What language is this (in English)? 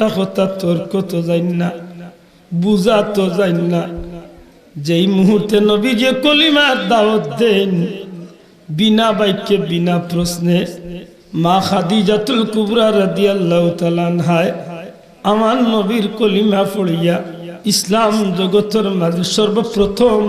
Sylheti